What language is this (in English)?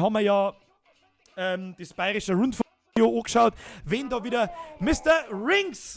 Bavarian